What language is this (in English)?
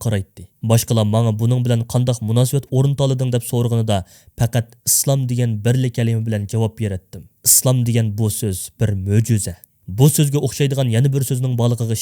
Uyghur